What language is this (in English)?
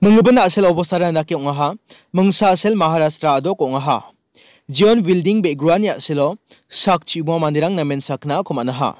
Garo